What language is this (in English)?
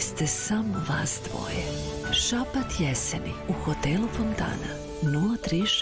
Serbian